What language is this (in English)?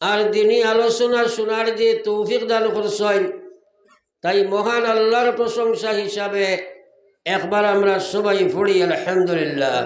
Sylheti